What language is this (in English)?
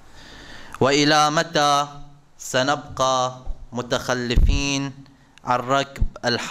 Arabic